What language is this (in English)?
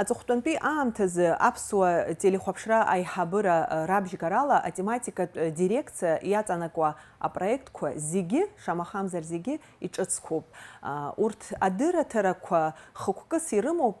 Abkhazian